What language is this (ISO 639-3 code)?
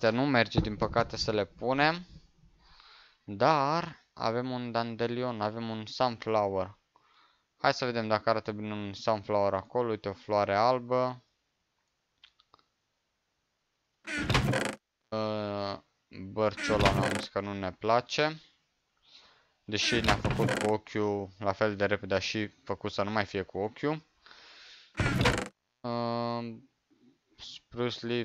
ron